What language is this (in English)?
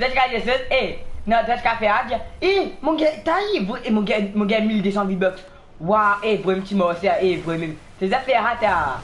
Morisyen